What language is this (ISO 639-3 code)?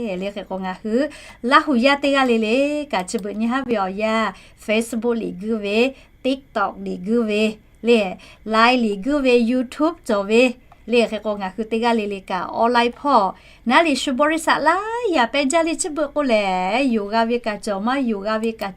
lhu